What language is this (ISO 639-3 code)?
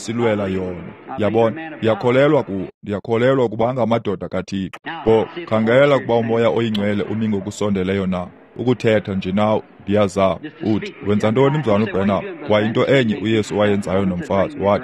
xho